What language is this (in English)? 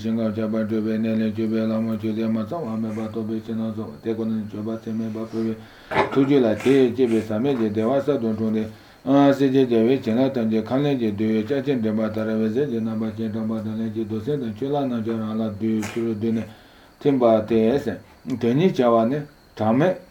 Serbian